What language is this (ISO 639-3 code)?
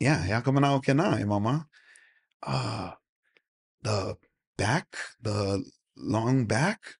haw